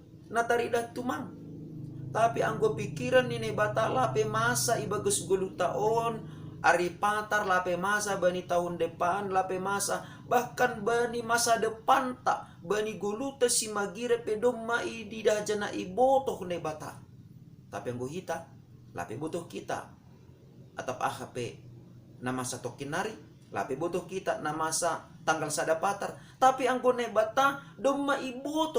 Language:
Batak Simalungun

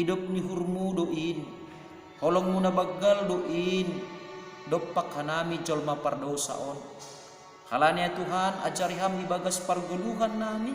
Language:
Batak Simalungun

